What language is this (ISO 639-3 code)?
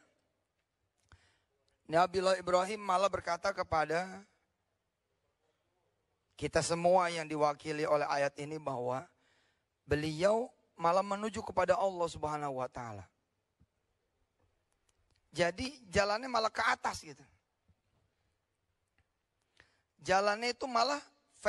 ind